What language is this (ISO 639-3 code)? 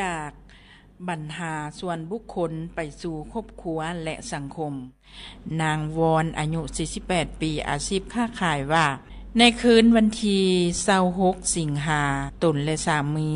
lao